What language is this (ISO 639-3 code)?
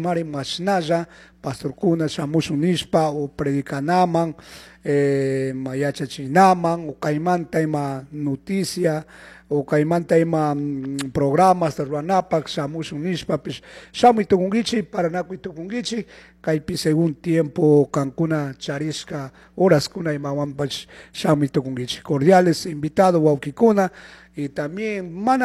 qug